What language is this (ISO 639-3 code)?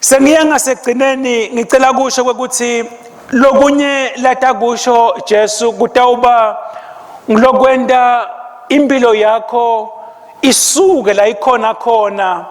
ssw